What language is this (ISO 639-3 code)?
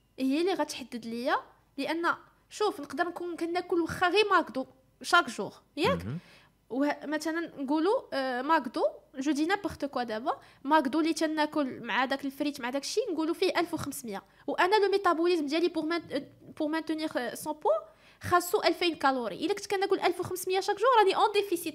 ary